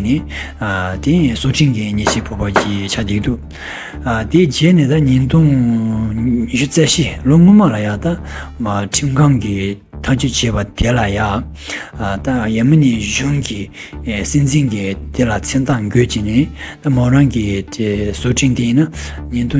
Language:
Tibetan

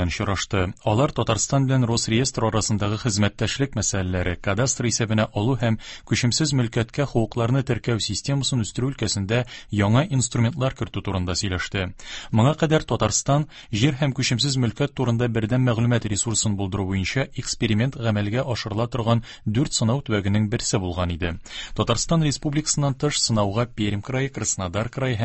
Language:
Tatar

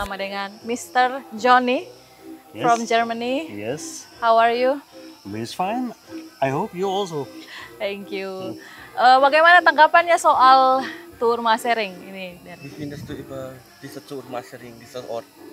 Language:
Manado Malay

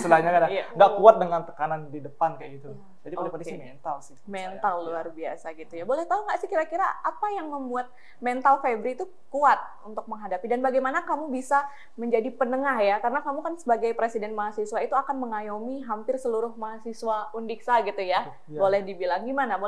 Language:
Indonesian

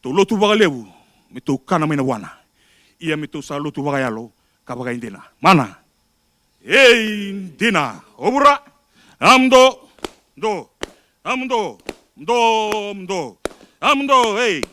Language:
Fijian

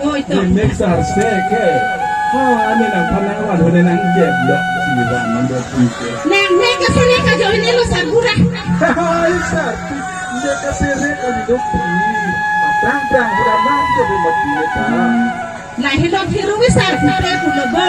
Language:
Karbi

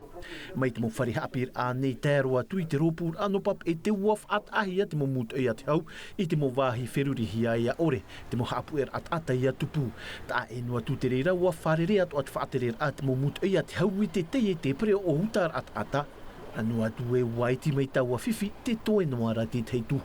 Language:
Tahitian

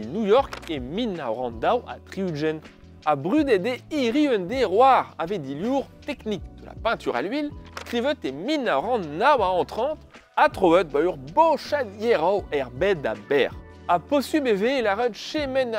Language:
Breton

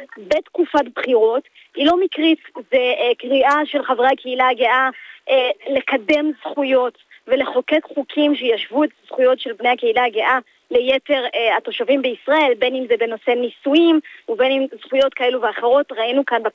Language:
Hebrew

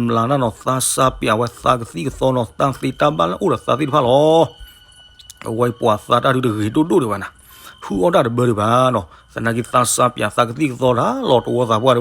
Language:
S'gaw Karen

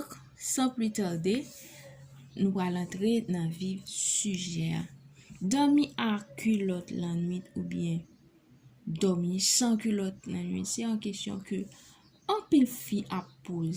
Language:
Haitian Creole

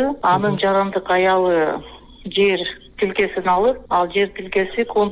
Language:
Kyrgyz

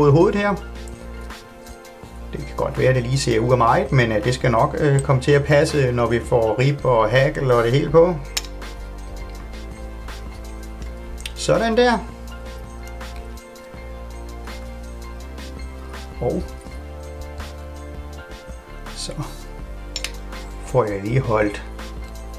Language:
Danish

